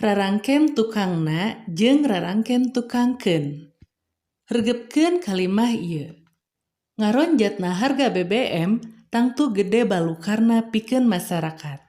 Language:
Sundanese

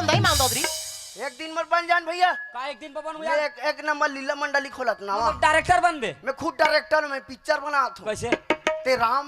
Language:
Chhattisgarhi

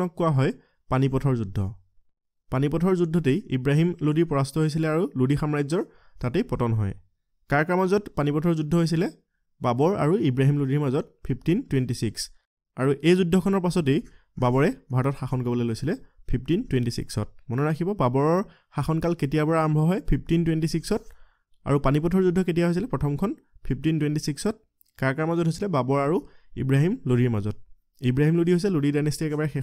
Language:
Assamese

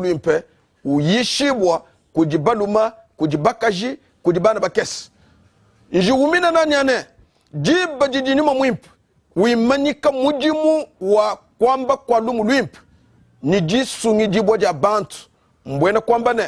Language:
Luba-Lulua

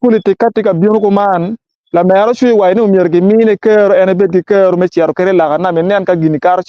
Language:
Acoli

